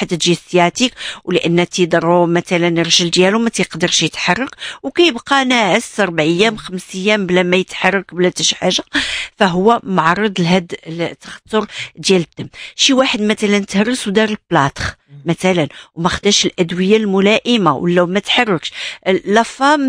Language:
Moroccan Arabic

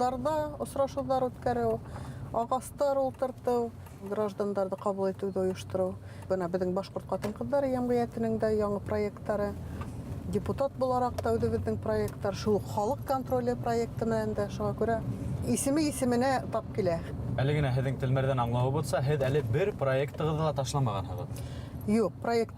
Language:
Bashkir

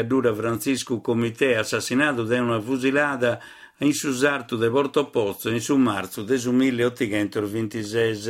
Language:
Sardinian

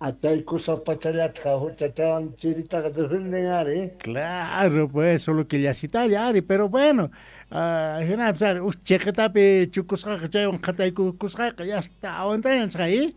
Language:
South Bolivian Quechua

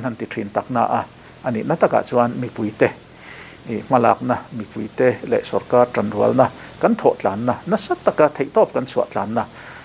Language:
Mizo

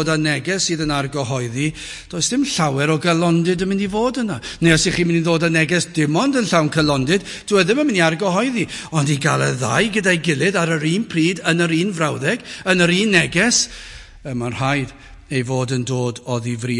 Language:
Welsh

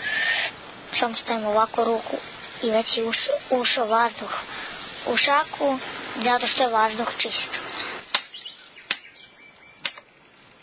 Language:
Serbian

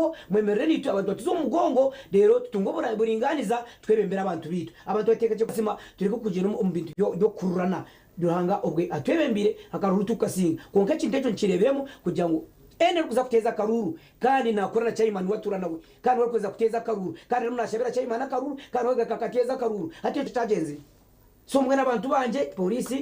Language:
Nyankole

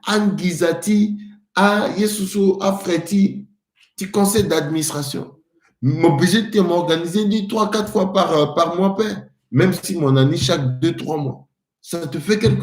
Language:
Sango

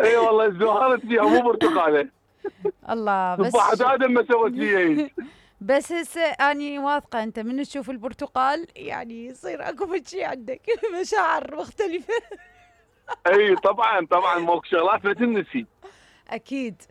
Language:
Mesopotamian Arabic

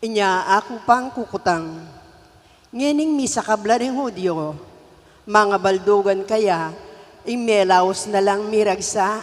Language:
Pampanga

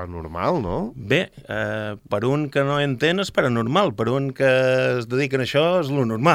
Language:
Catalan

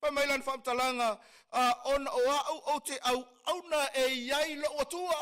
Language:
Samoan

